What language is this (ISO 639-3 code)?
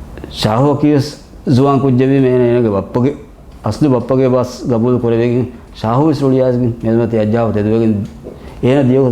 div